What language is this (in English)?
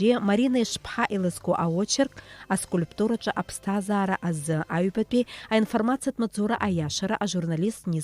Abkhazian